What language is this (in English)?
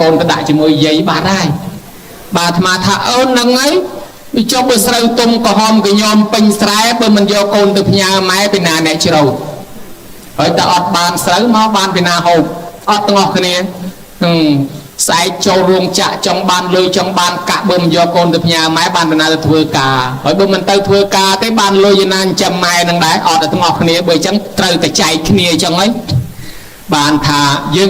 Khmer